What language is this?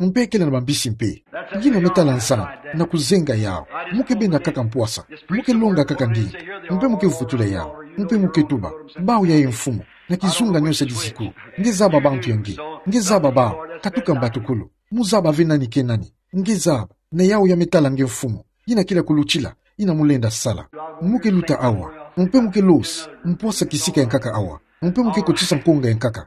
Kituba (Democratic Republic of Congo)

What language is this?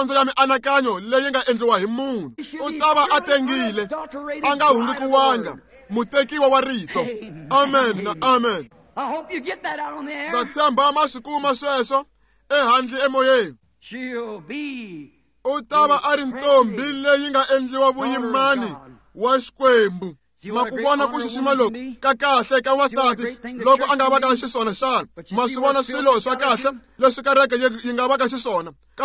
Tsonga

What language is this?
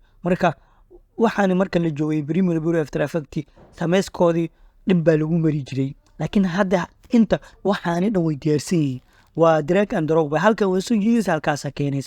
Somali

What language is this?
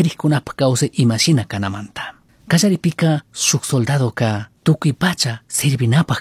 Chimborazo Highland Quichua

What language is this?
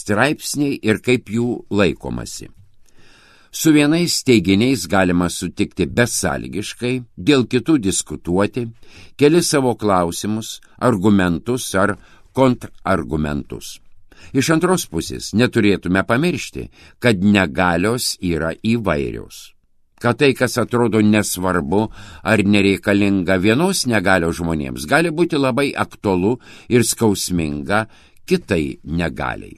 Lithuanian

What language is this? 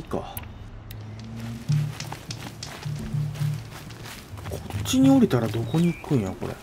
Japanese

